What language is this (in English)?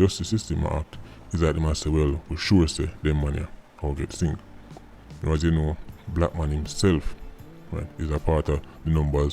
Jamaican Creole English